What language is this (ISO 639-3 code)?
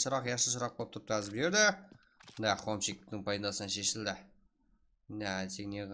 kaa